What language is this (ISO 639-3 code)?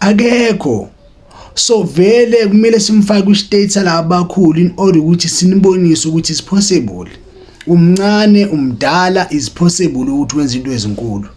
zul